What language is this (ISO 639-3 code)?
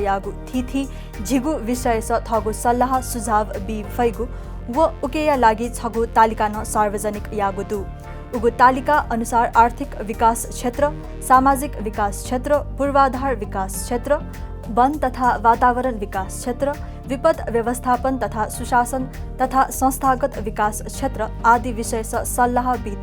new